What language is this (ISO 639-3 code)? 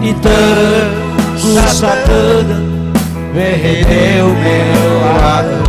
nia